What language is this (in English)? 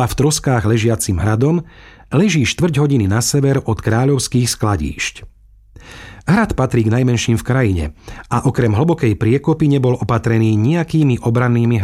Slovak